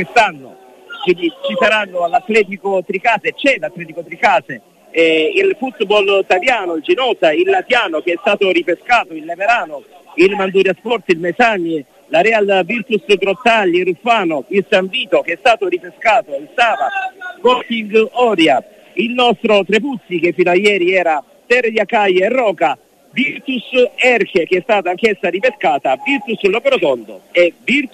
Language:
Italian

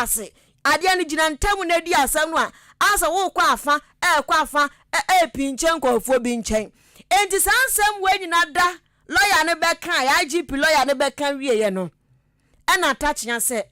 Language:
Akan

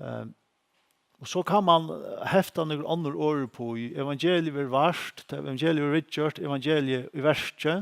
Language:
Faroese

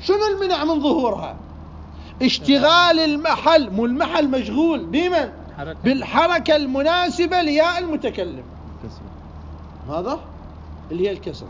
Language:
Mesopotamian Arabic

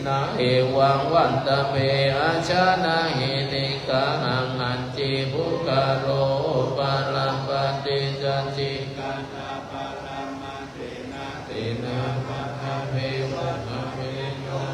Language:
Pali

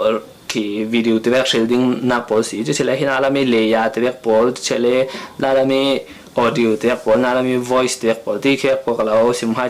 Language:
Falam Chin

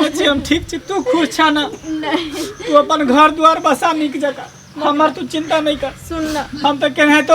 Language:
Maithili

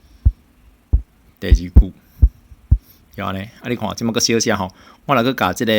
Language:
Min Nan Chinese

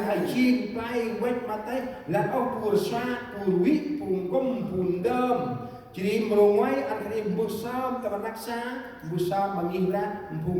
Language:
Central Mnong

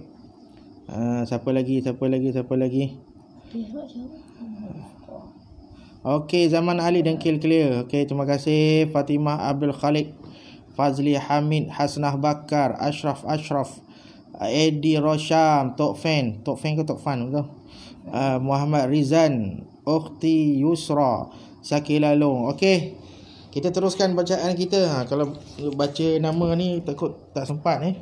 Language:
Malay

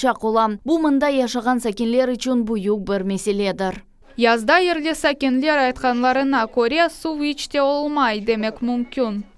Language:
Crimean Tatar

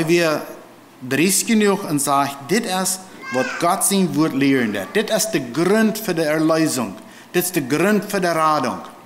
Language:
Plautdietsch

